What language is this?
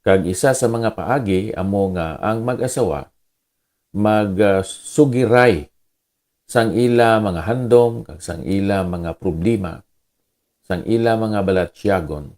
Hiligaynon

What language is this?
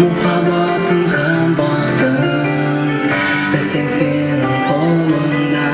Kara-Kalpak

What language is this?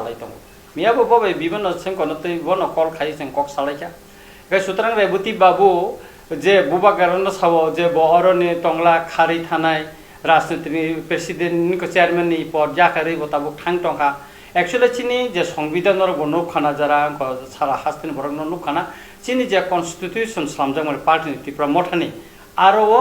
Kok Borok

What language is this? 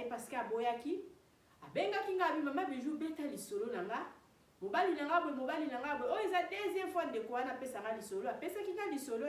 Lingala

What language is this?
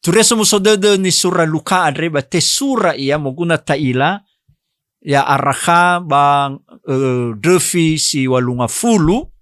Nias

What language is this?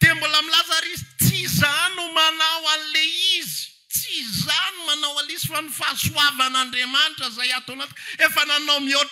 Malagasy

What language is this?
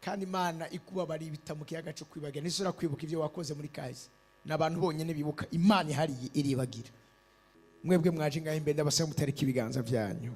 Rundi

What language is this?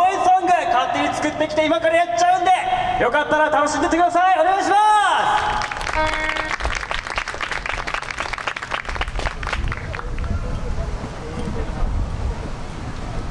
Japanese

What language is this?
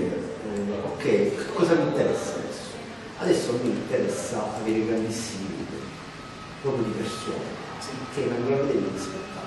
Italian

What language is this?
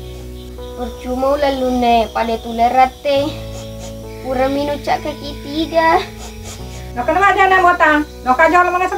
Buginese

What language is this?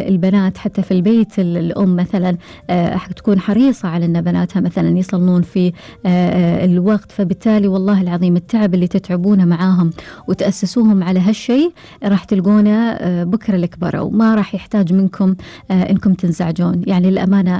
Gulf Arabic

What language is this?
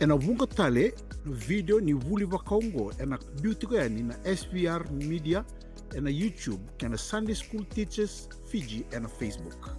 Fijian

